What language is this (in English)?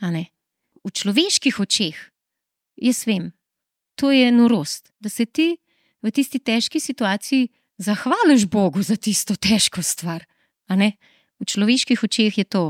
Slovenian